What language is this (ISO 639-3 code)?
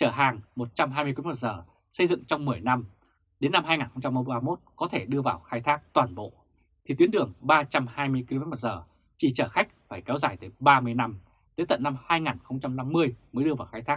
vie